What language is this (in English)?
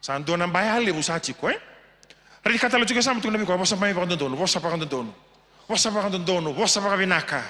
Fijian